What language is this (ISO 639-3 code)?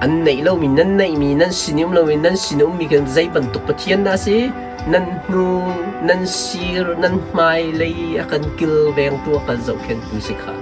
cnh